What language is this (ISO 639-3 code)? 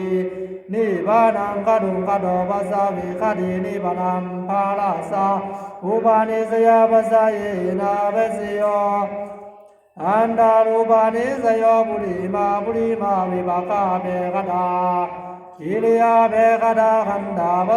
pli